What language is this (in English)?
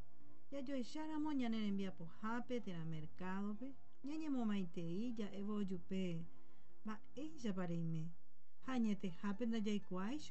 Guarani